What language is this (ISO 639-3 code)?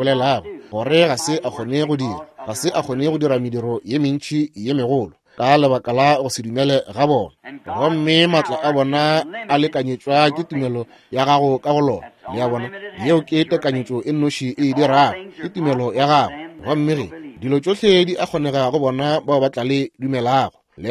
nso